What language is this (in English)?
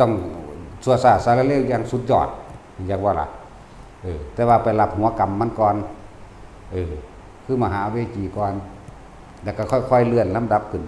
Northeastern Thai